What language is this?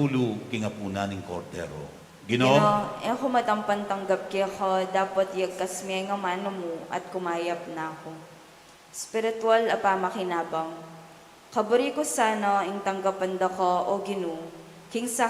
Pampanga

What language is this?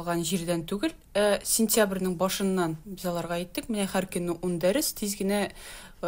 Tatar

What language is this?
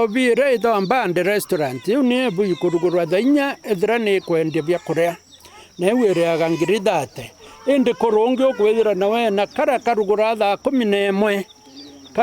Meru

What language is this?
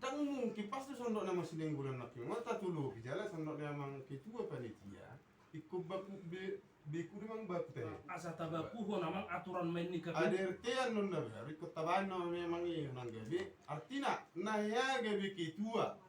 Batak Toba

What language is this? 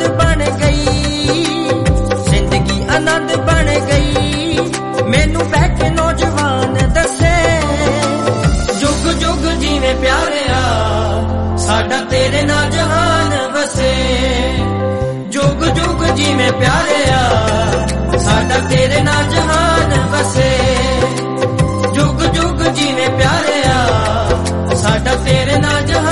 Punjabi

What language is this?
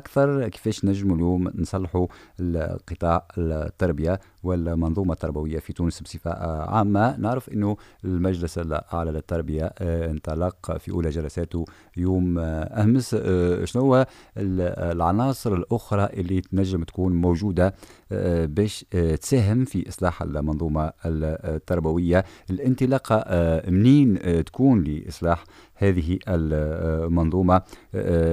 Tunisian Arabic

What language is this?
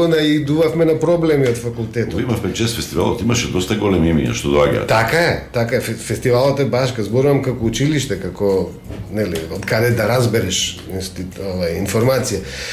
Macedonian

